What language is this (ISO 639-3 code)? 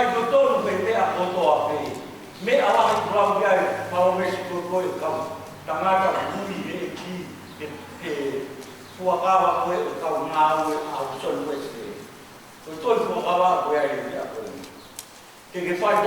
ton